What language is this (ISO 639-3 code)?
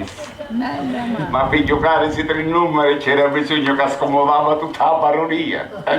scn